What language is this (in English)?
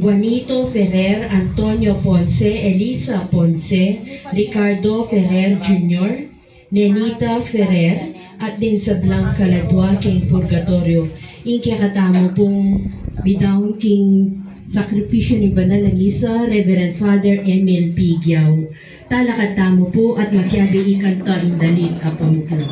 Pampanga